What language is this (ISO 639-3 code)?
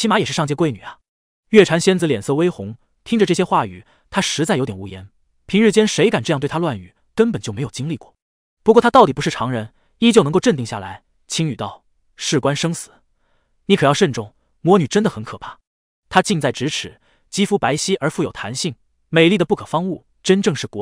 zho